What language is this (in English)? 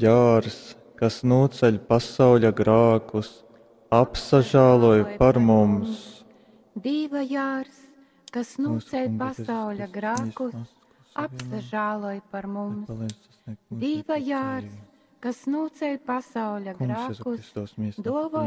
Latgalian